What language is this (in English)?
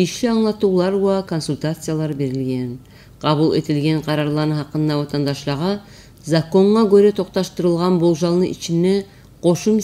Kumyk